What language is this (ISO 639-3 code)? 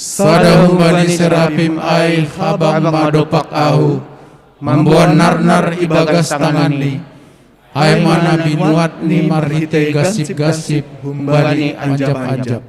bts